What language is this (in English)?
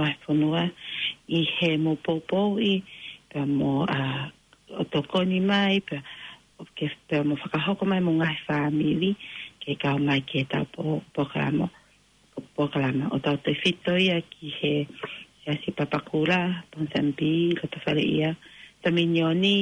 Tongan